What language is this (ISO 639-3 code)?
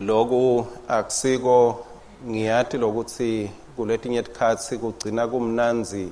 ssw